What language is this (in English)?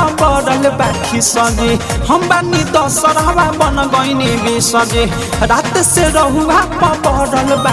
Bhojpuri